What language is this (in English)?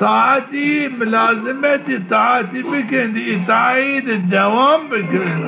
Zaza